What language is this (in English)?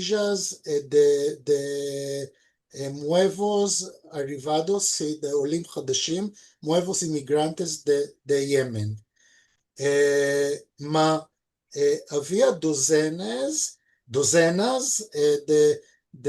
Ladino